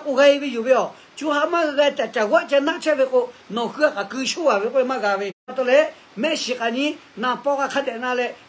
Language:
Lahu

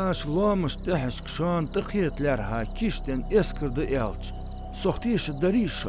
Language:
Ingush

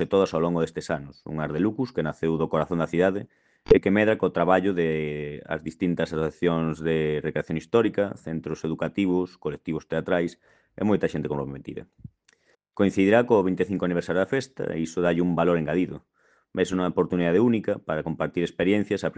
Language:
Galician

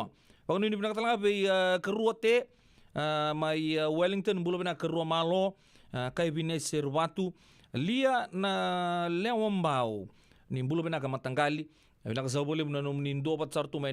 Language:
Fijian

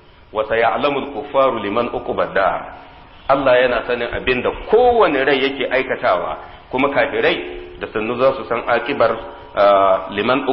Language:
Hausa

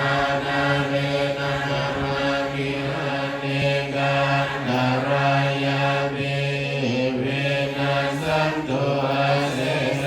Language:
Pali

